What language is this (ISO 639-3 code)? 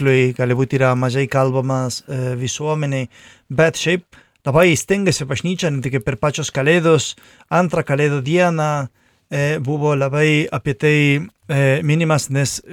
lit